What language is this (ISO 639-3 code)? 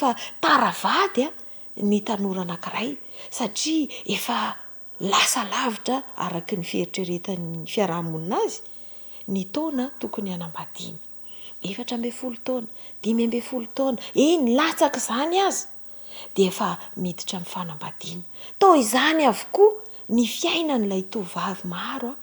mlg